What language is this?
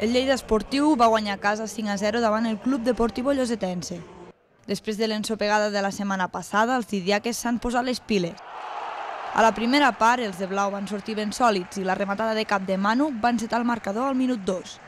Catalan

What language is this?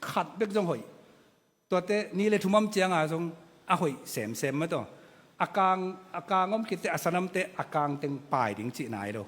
Tedim Chin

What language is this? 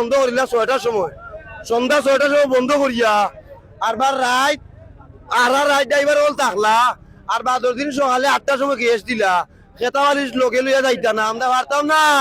Sylheti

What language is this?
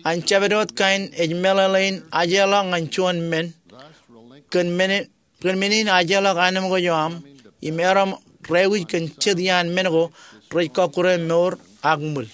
Marshallese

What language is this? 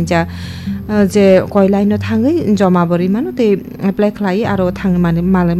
Kok Borok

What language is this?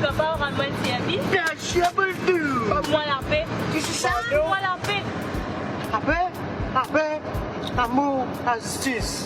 Morisyen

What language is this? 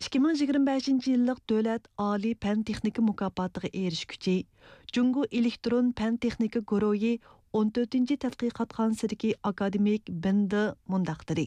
Uyghur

